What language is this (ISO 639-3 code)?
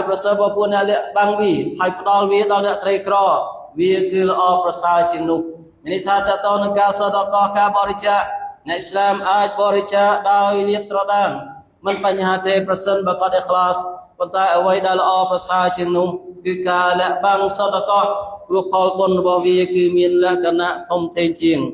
khm